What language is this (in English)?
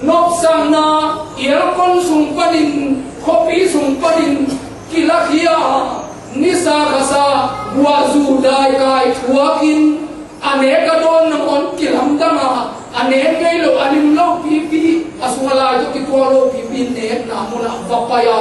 Tedim Chin